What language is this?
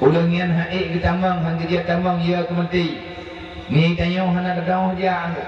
Achinese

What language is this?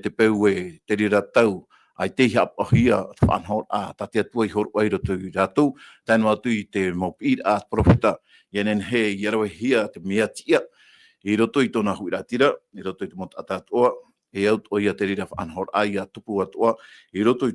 Tahitian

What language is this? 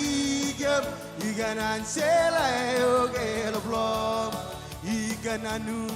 Marshallese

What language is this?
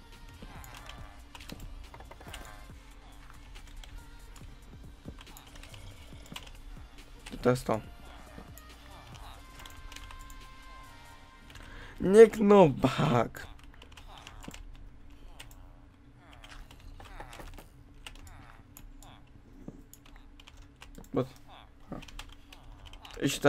Polish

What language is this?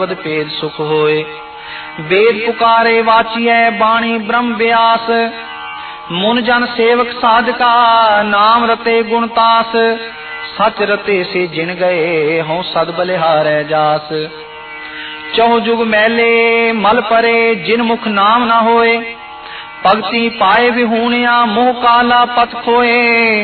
Punjabi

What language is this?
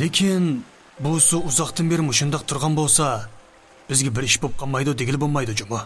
Uyghur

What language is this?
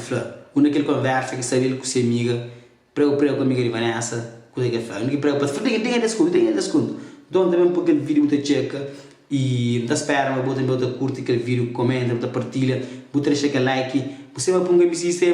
Kabuverdianu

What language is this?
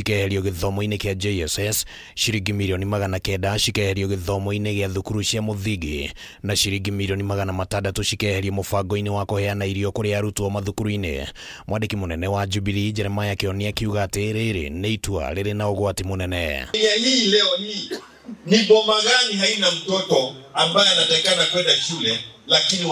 Kikuyu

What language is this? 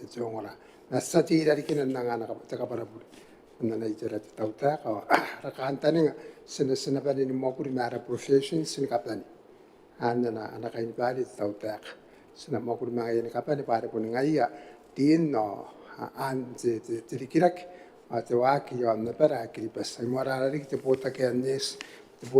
Gilbertese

